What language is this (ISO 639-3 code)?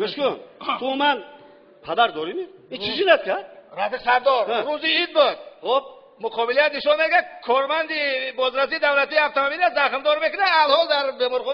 tgk